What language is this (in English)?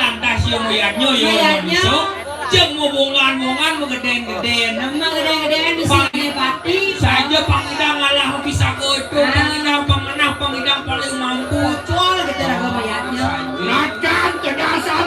Balinese